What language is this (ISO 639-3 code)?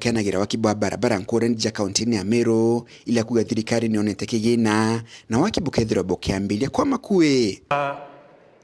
mer